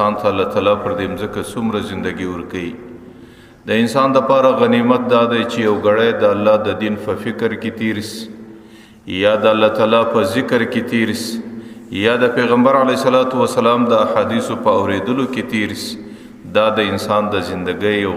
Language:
Pashto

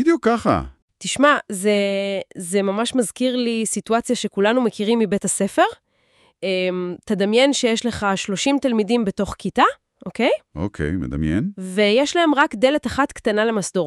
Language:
Hebrew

